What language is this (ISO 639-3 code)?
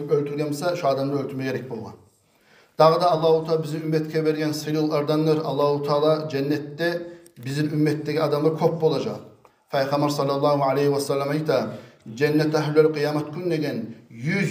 kum